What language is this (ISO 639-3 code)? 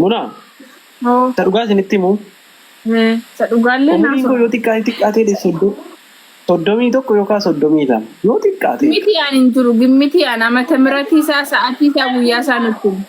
orm